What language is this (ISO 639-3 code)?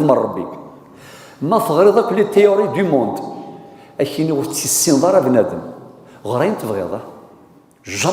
kab